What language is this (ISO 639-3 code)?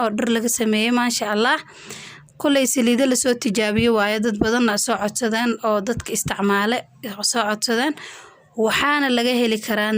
som